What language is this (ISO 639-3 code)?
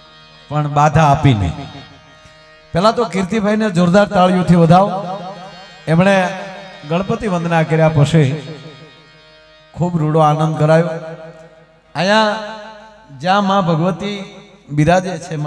guj